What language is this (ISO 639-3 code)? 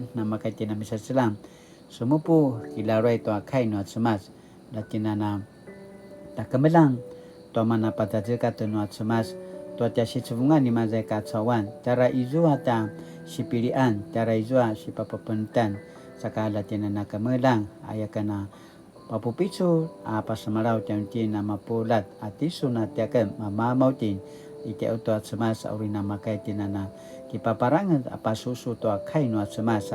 pwn